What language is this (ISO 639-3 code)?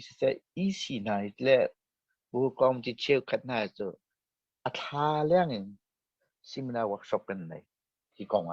cnh